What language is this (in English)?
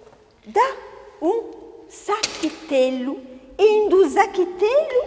Corsican